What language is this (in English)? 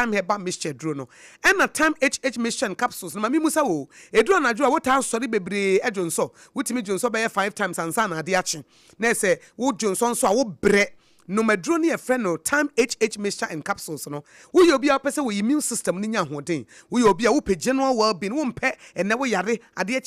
Akan